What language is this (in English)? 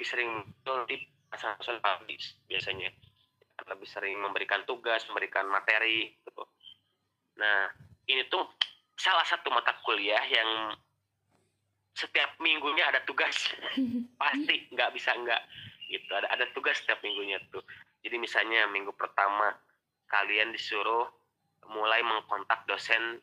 Indonesian